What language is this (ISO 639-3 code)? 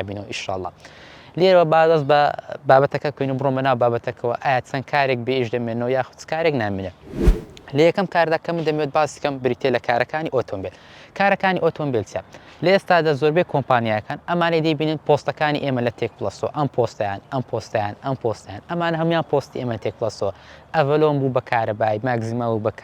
ckb